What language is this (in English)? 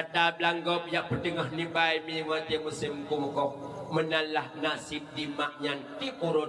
Achinese